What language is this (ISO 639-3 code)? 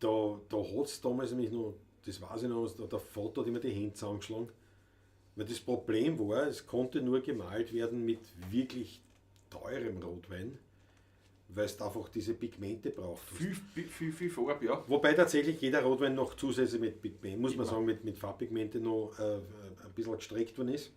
bar